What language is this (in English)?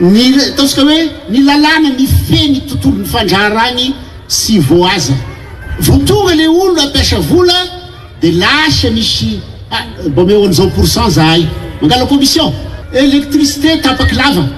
Malagasy